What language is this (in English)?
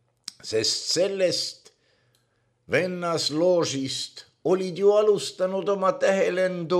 Estonian